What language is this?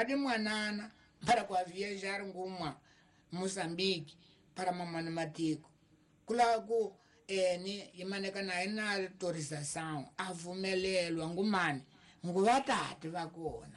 Tsonga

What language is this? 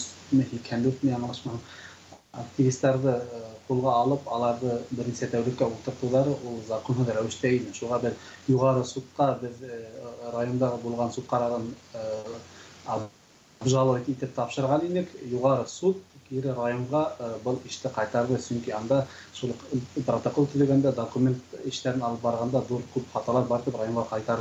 Tatar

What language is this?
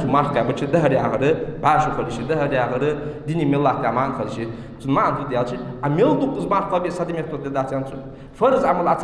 Ingush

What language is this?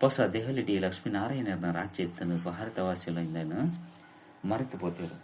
Tulu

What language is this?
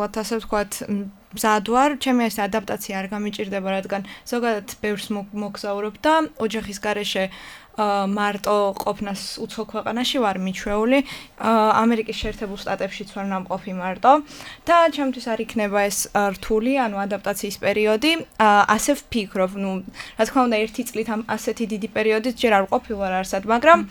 Georgian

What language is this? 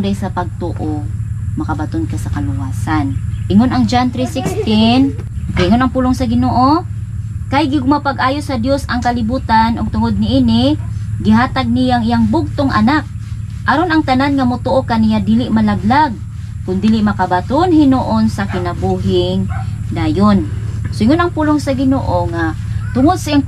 Cebuano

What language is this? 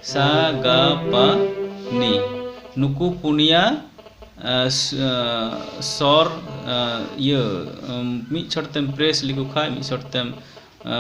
Santali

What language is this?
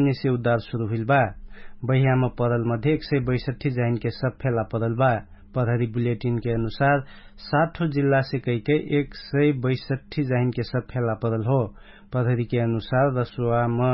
Dangaura Tharu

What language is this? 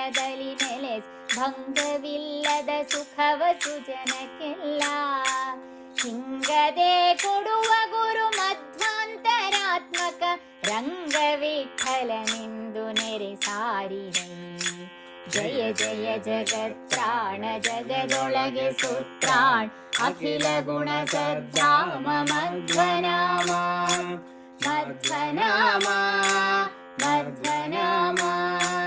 Kannada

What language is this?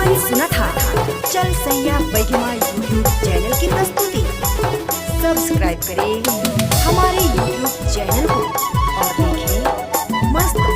Sadri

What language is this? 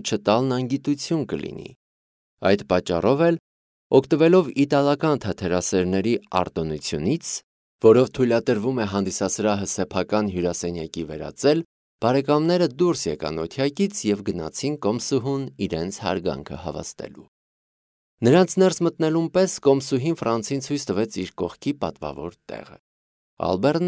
Armenian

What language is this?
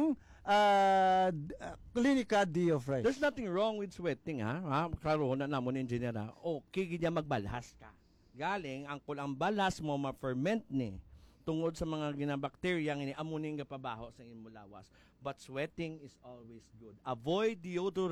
Hiligaynon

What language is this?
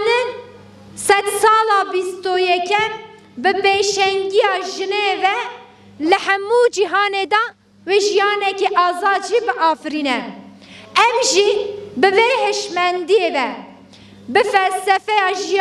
Kurdish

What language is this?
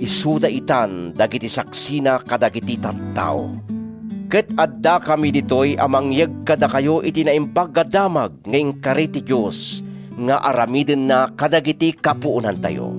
Iloko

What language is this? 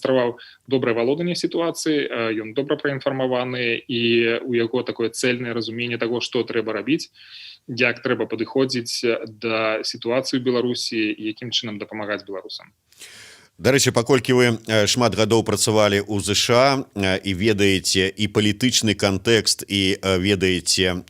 Belarusian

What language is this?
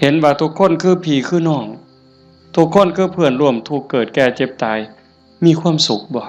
Northeastern Thai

